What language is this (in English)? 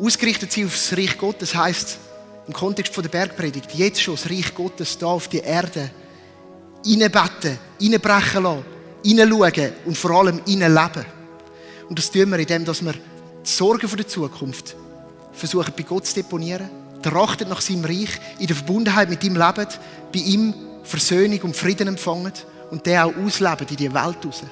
Swiss German